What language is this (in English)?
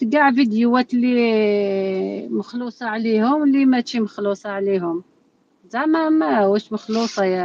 Algerian Arabic